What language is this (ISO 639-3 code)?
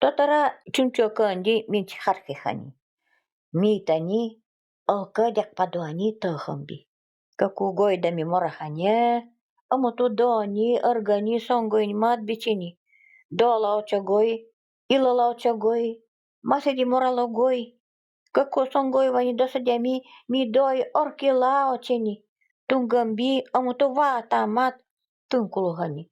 gld